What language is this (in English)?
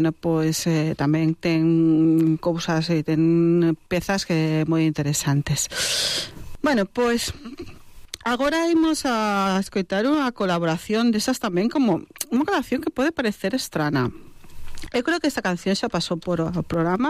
Galician